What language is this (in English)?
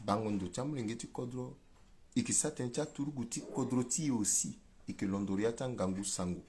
Sango